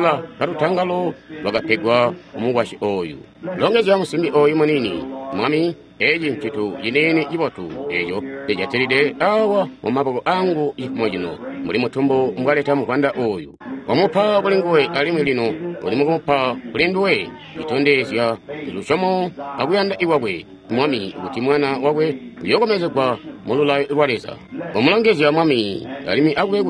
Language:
Tonga (Zambia)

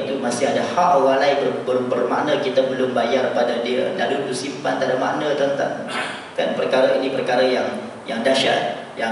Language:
Malay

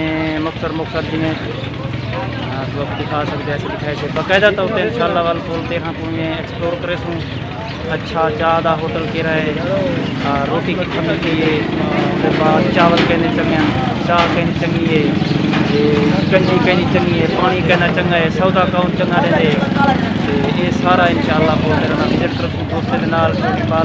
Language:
Saraiki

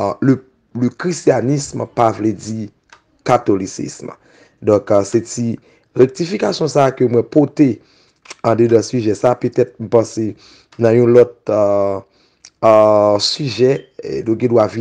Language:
Haitian Creole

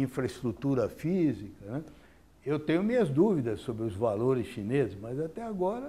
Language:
Portuguese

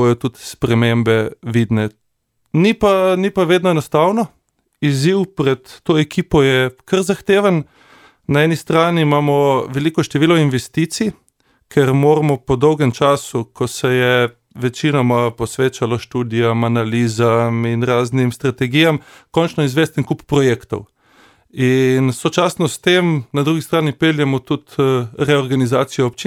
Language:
Slovenian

